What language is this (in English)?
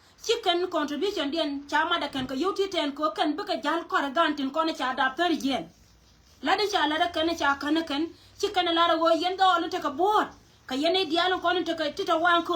Nuer